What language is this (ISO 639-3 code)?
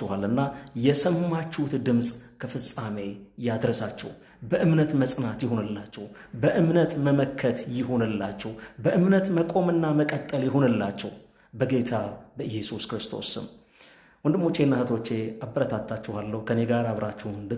amh